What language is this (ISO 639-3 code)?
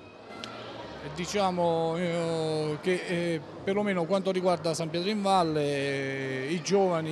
ita